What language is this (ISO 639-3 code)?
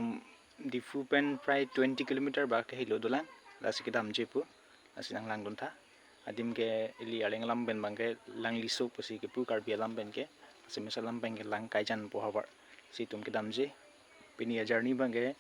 mjw